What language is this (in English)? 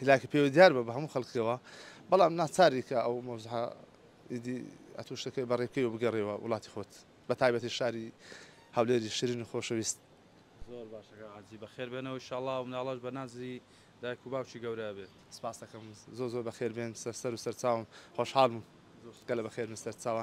Central Kurdish